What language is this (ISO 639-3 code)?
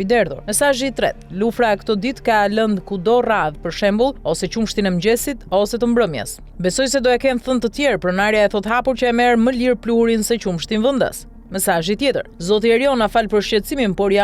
sqi